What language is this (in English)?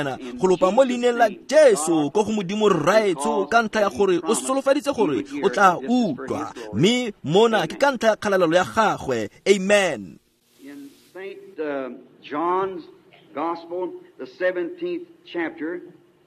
Tswana